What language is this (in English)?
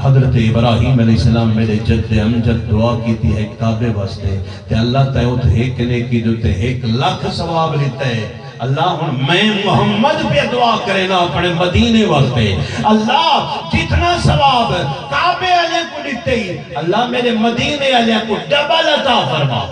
Saraiki